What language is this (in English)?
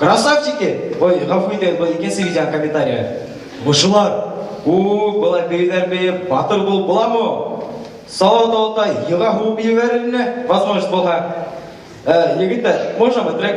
Bashkir